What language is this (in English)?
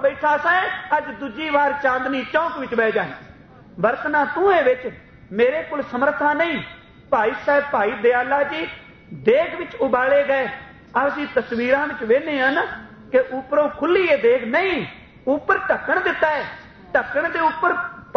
Punjabi